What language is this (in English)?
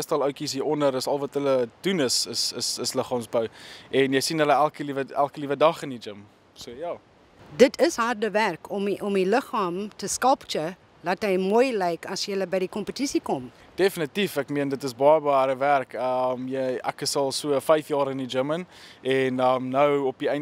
Afrikaans